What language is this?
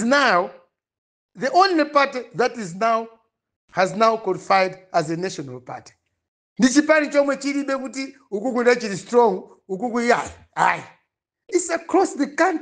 Nyanja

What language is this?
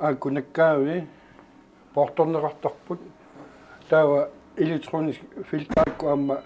Kalaallisut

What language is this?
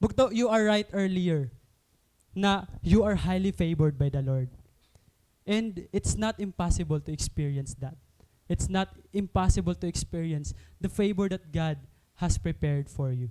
Waray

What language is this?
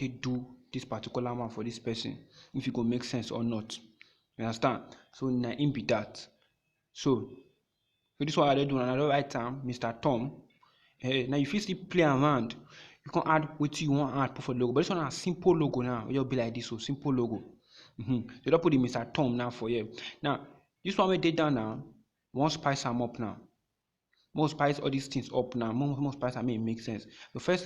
Nigerian Pidgin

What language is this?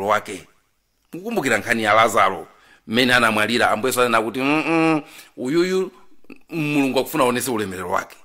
Nyanja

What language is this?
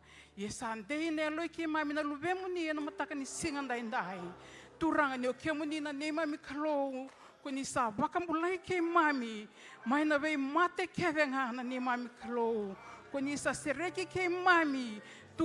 Fijian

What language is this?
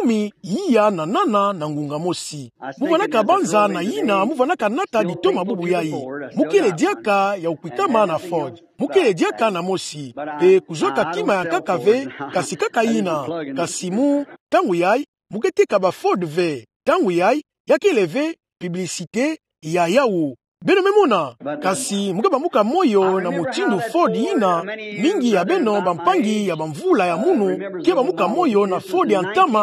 Kituba (Democratic Republic of Congo)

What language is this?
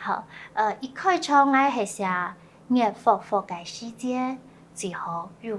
Hakka Chinese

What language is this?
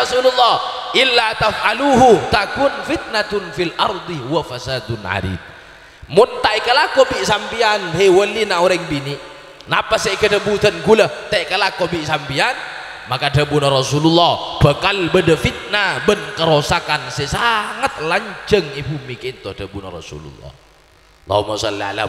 Madurese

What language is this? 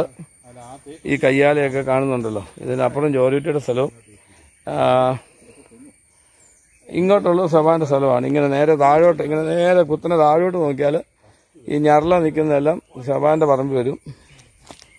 Malayalam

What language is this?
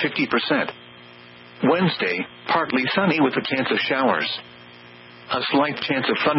English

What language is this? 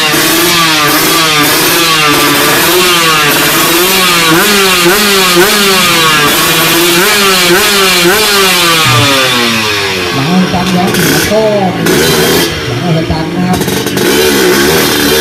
Thai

